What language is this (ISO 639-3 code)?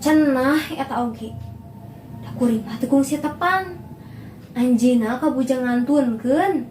sun